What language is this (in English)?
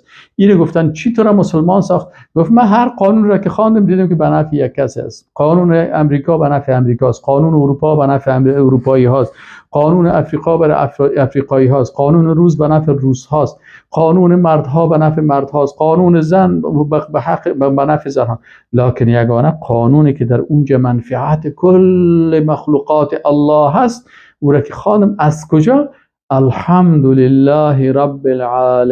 Persian